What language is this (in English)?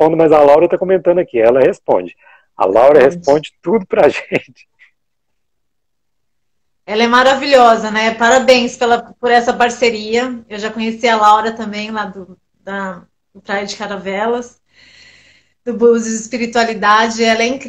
Portuguese